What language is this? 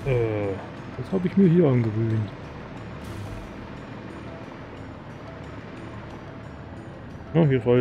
German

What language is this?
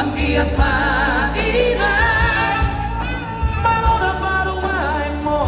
Batak Toba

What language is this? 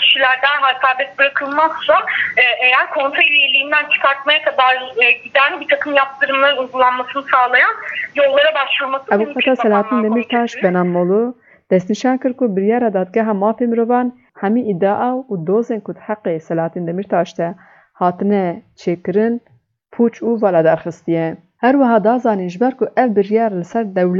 Kurdish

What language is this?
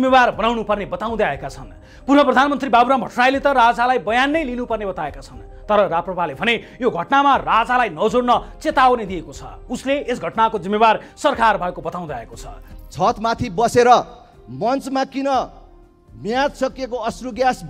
Nepali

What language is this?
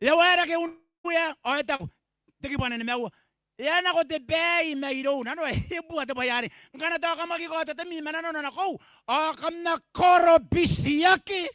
Gilbertese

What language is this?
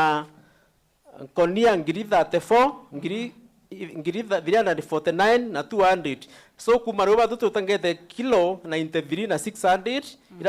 Meru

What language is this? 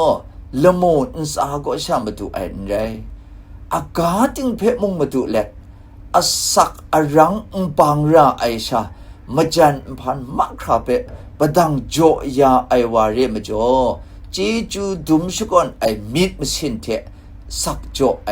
Kachin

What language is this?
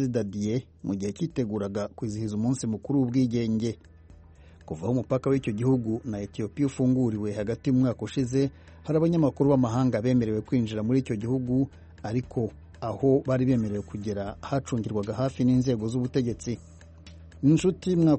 Kinyarwanda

